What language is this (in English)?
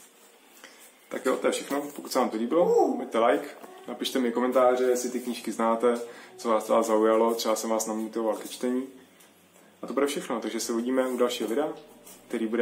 Czech